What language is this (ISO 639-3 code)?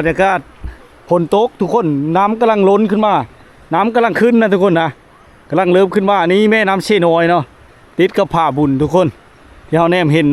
lao